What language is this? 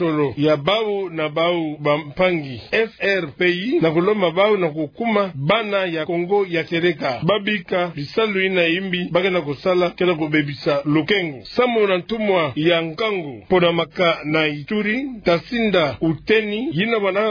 Kituba (Democratic Republic of Congo)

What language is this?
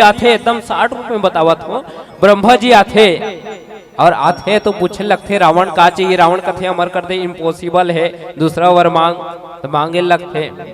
Chhattisgarhi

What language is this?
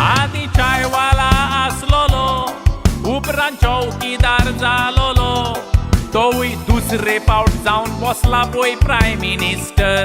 Konkani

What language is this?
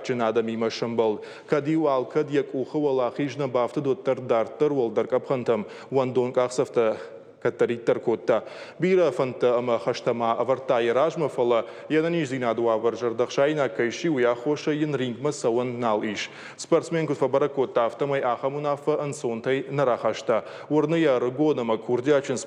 Ossetic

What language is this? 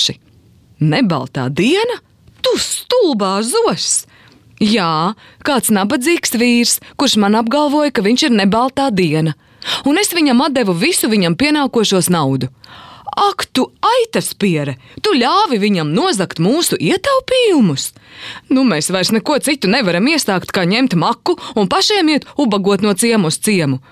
Latvian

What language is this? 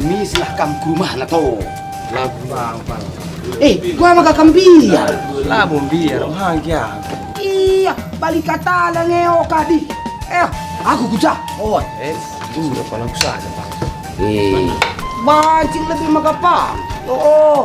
Batak Karo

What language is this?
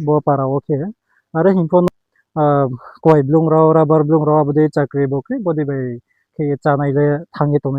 Riang (India)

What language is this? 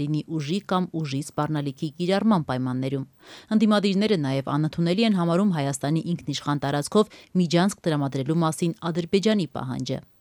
Armenian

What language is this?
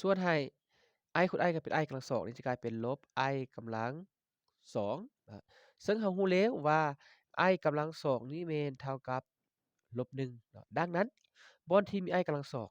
Lao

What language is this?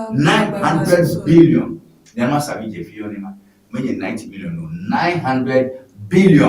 Ewe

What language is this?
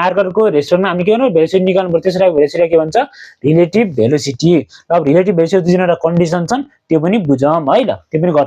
Nepali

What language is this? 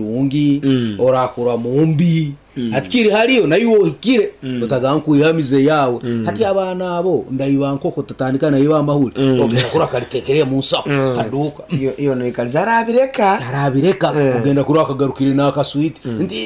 Nyankole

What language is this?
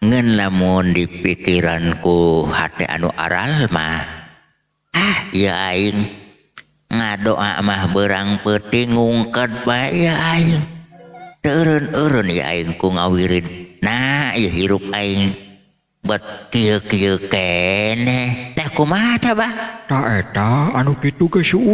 Sundanese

